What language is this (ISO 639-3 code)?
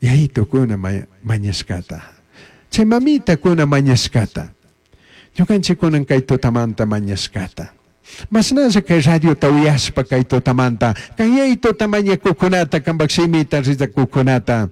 qug